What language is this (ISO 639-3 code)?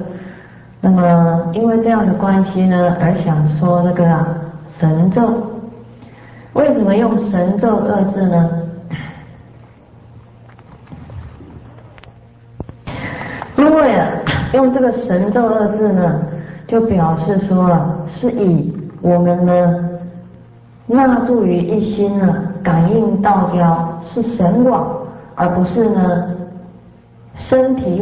zho